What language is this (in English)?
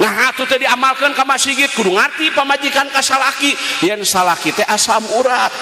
Sundanese